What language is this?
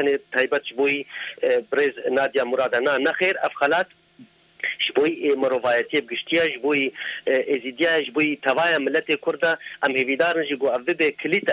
Kurdish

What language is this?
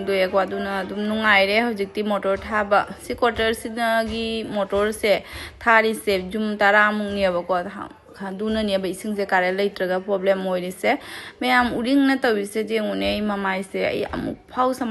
Manipuri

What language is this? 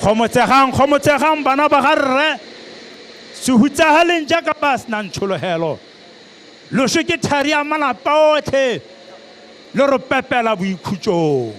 Tswana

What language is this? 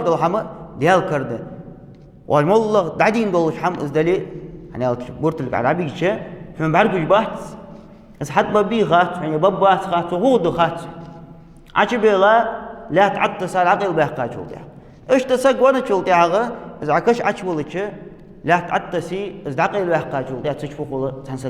Ingush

